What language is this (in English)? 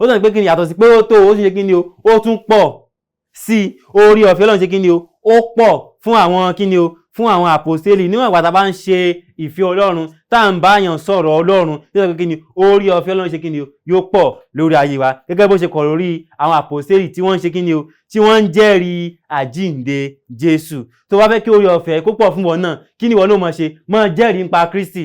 Yoruba